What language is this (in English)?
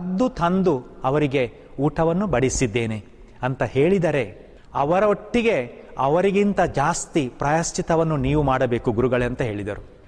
Kannada